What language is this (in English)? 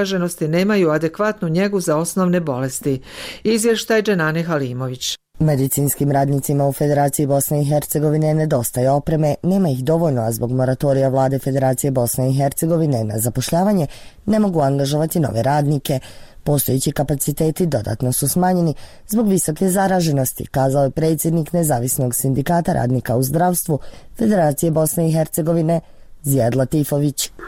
Bosnian